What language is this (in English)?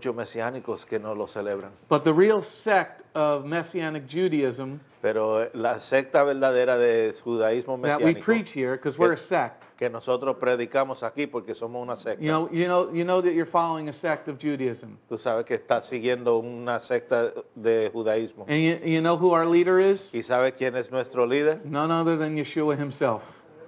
English